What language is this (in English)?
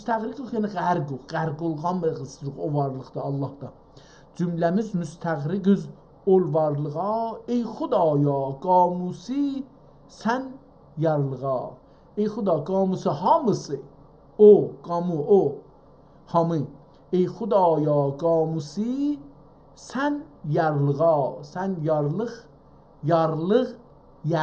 South Azerbaijani